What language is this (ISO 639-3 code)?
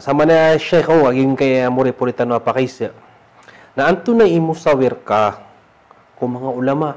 mrw